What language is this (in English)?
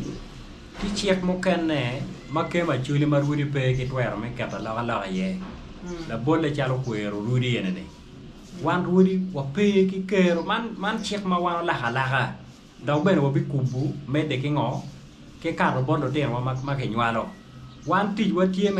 Acoli